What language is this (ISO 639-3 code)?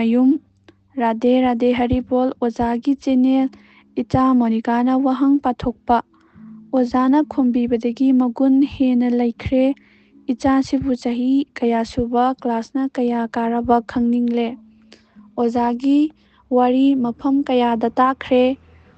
mni